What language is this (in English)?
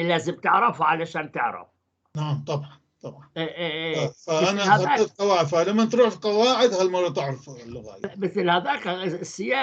North Levantine Arabic